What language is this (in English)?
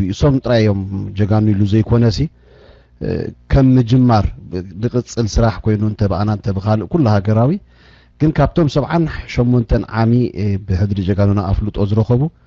Tigrinya